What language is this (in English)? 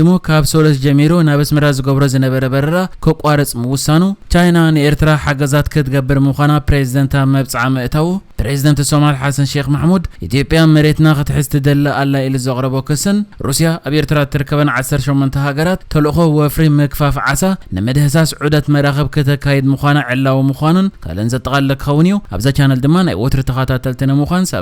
Tigrinya